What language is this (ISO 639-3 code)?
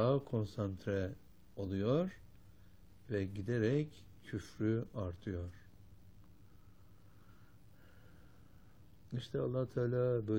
tur